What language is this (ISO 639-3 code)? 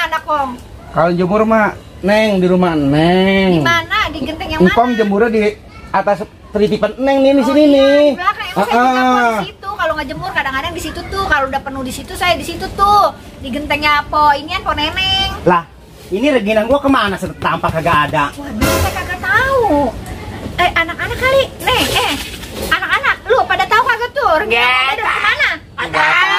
bew